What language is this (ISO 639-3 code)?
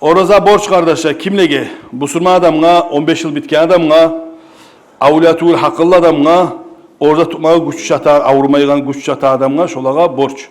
kum